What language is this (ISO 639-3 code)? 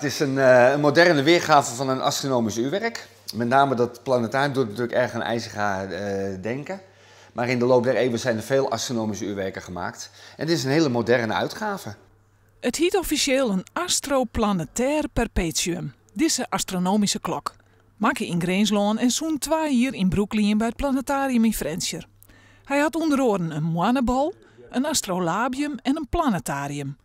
fry